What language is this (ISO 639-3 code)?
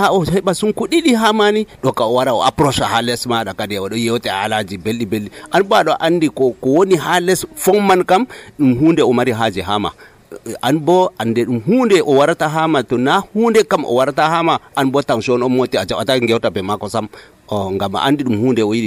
fuv